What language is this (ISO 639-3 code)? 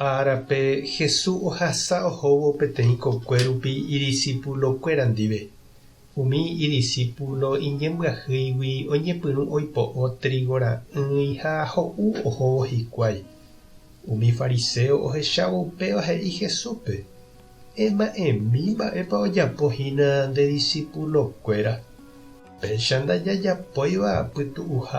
grn